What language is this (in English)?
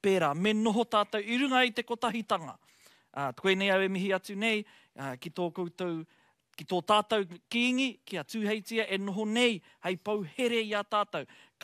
Māori